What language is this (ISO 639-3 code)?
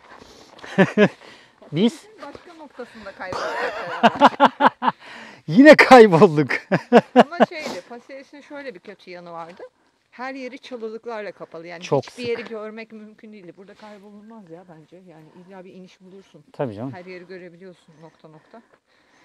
tur